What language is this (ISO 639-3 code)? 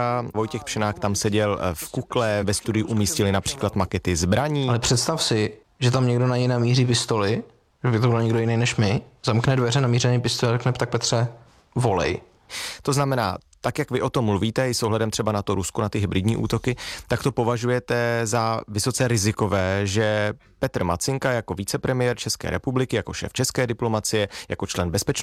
ces